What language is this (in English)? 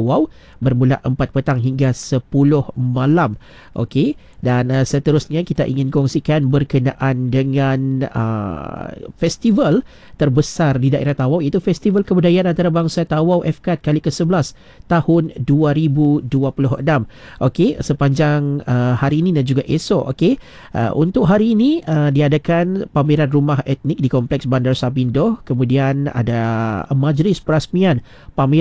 Malay